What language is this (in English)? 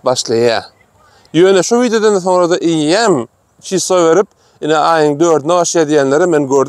Turkmen